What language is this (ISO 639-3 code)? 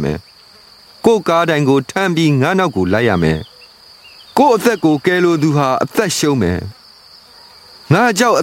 mya